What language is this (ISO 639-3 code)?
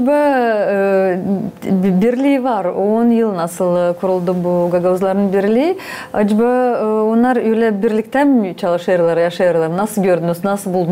gag